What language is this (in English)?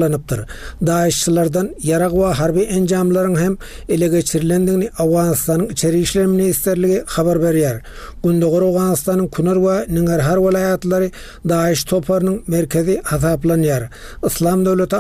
Turkmen